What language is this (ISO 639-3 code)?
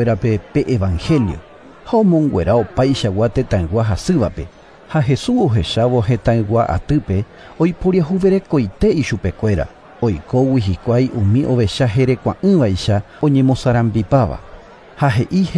grn